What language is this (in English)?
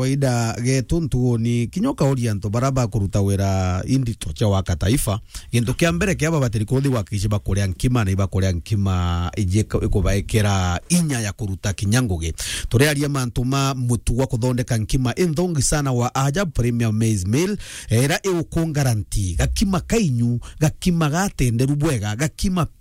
Meru